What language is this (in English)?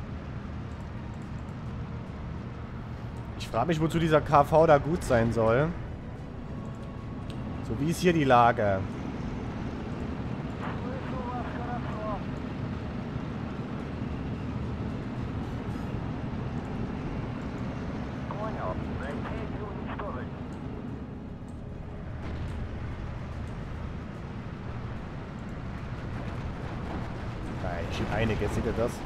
German